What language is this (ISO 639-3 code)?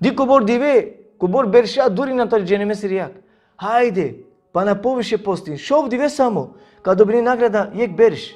rmn